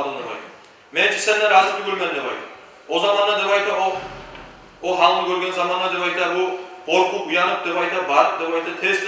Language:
Kumyk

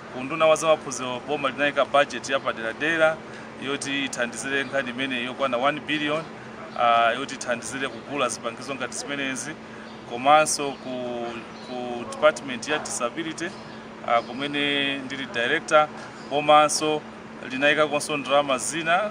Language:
Nyanja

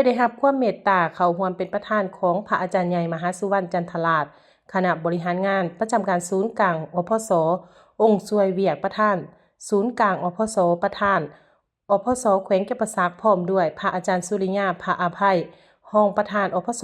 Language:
Lao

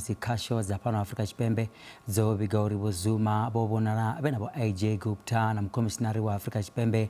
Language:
Venda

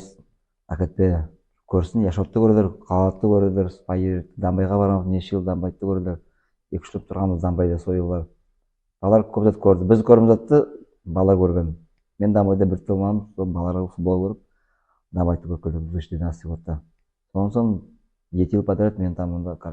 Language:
Nogai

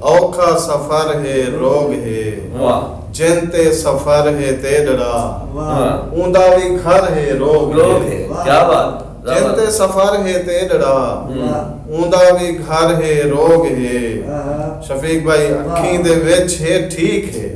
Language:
Saraiki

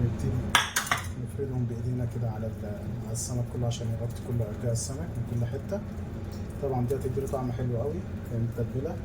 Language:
Egyptian Arabic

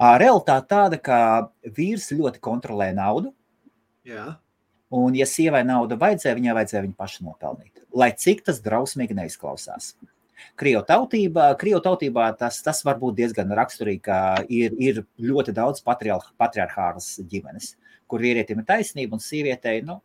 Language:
Latvian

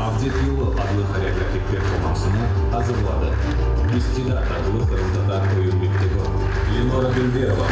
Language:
Crimean Tatar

